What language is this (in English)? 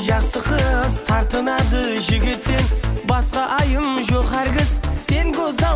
Kara-Kalpak